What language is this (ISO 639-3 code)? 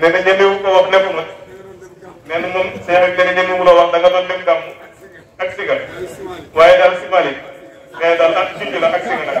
wol